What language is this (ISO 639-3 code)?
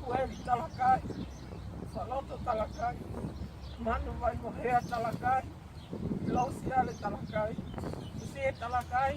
ton